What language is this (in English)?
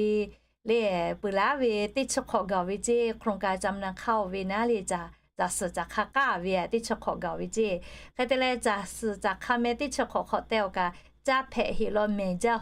Lahu